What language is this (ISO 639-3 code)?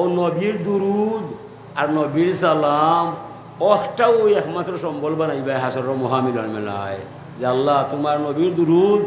syl